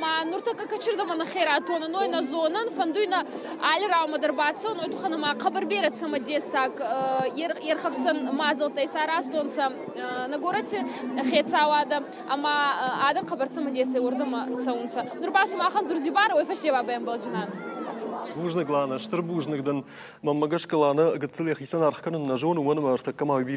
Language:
Ossetic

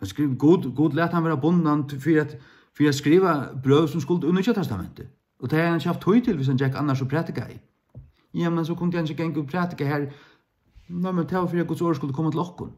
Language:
Faroese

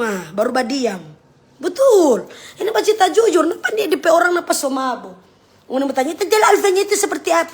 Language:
Manado Malay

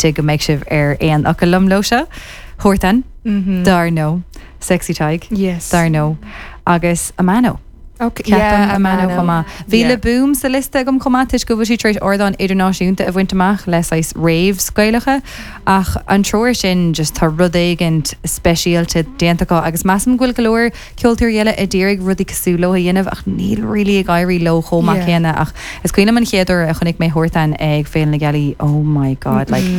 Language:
Irish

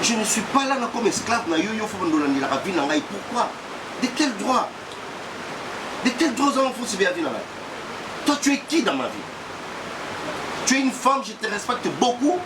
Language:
Lingala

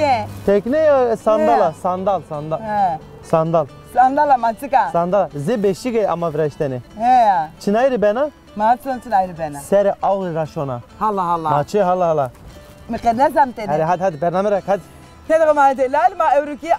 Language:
Zaza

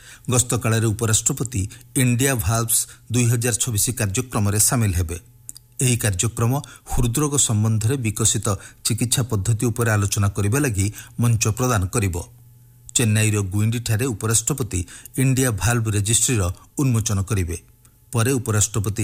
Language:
Odia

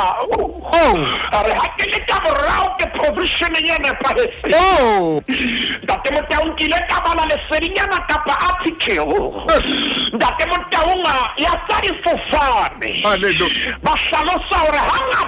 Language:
Southern Sotho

